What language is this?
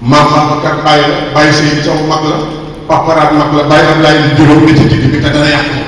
Wolof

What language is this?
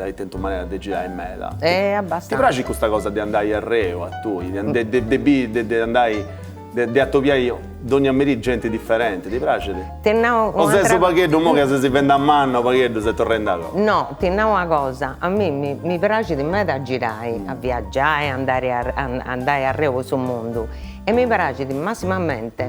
Sardinian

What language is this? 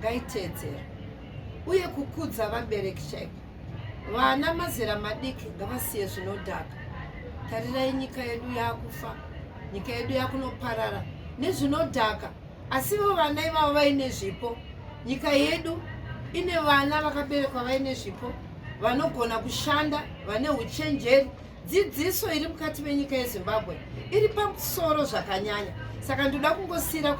Shona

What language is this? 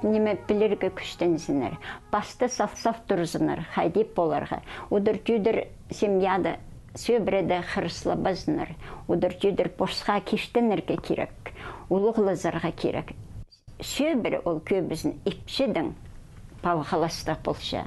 Khakas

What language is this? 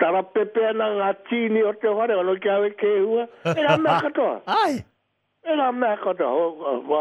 Māori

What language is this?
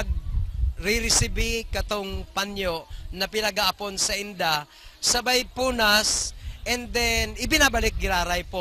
Bikol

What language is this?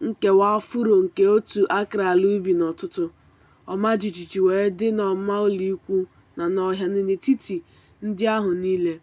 Igbo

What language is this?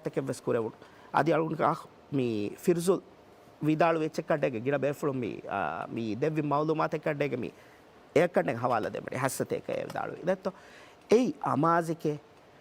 Divehi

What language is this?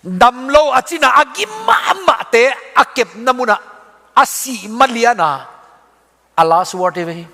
Tedim Chin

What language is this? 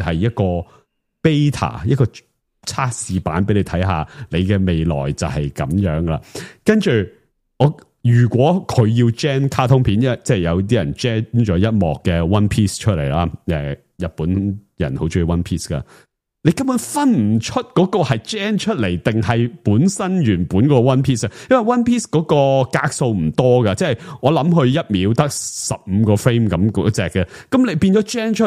Cantonese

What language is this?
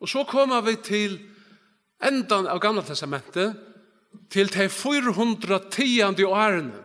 Faroese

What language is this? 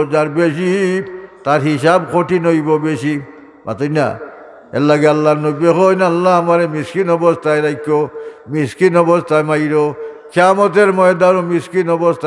Sylheti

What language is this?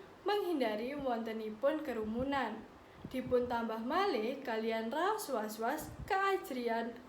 Javanese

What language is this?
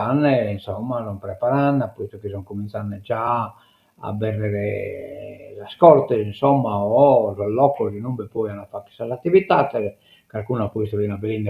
Sardinian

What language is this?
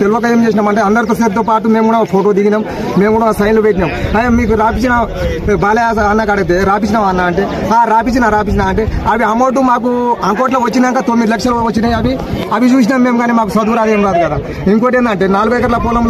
Telugu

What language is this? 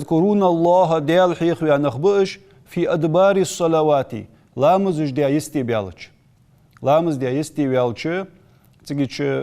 Ingush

